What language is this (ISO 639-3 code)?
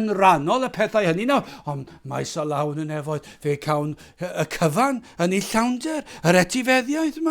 cym